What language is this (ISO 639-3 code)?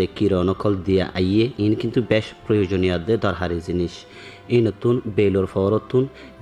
rhg